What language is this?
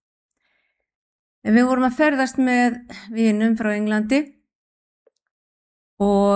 Icelandic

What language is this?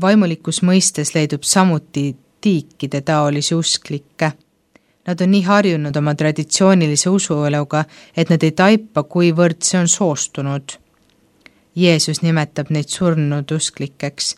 Estonian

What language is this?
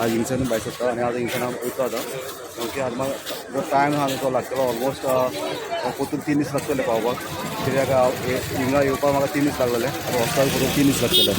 Konkani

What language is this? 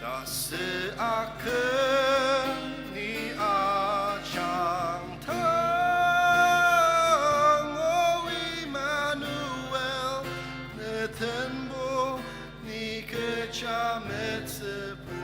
Ao Naga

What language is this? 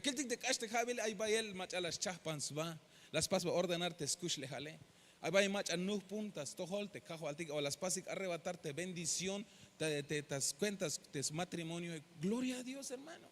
Tzeltal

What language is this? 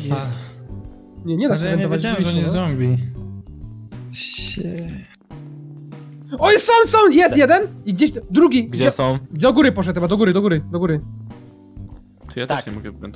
Polish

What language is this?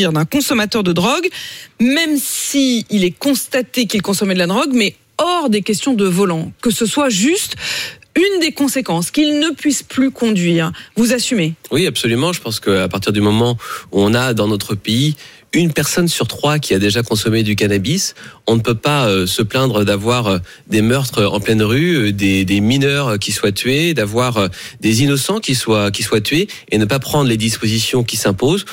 French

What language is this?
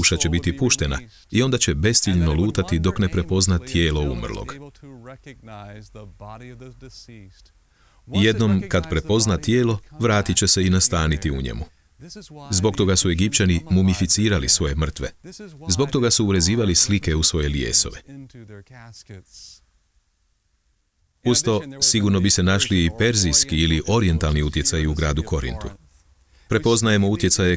Croatian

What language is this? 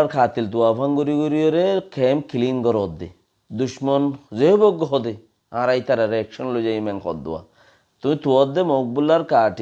Rohingya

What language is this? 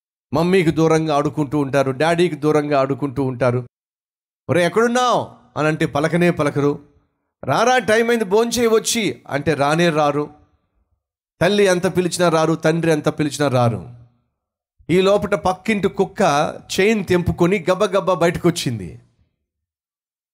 Telugu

